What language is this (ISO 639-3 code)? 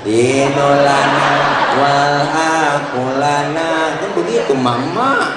bew